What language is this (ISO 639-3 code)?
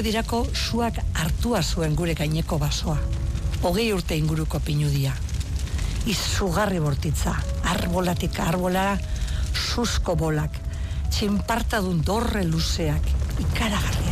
eus